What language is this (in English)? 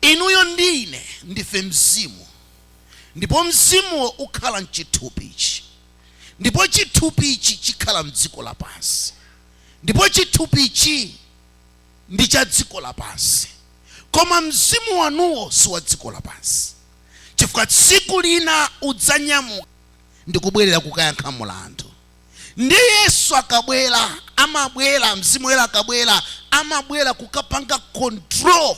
Nyanja